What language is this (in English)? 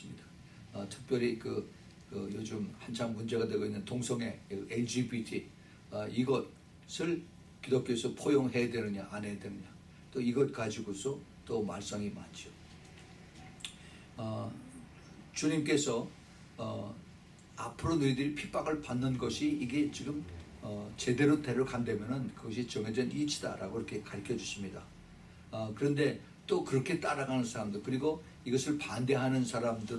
Korean